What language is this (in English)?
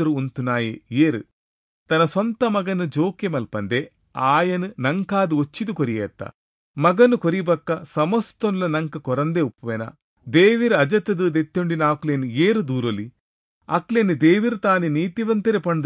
Tulu